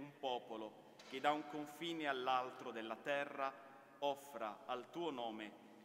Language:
Italian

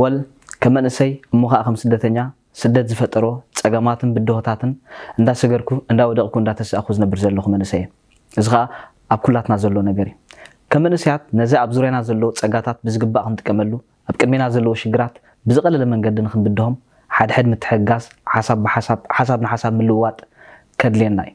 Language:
Tigrinya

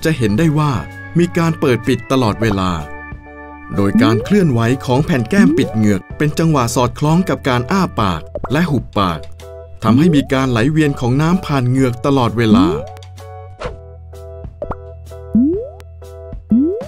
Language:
Thai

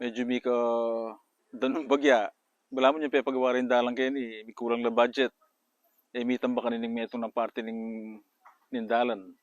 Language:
Pampanga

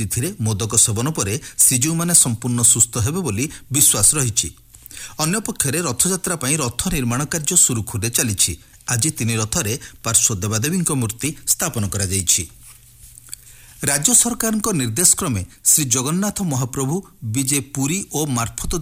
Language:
Odia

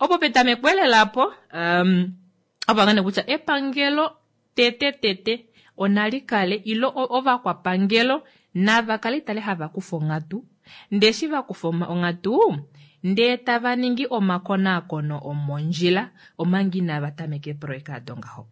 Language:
Kuanyama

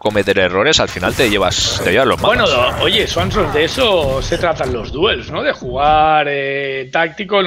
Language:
Spanish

